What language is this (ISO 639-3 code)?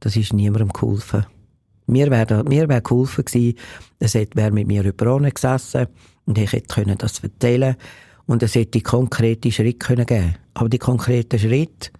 gsw